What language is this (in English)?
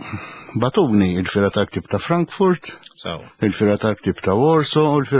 Maltese